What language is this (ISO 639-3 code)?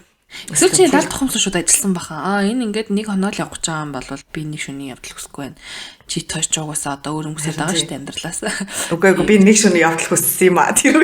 mon